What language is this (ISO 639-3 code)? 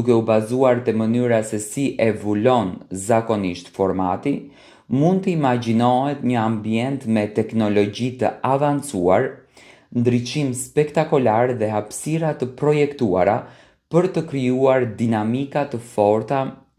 sqi